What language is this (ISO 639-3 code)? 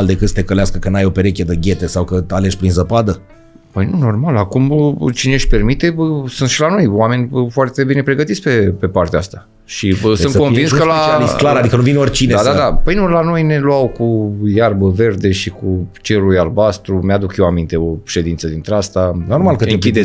ron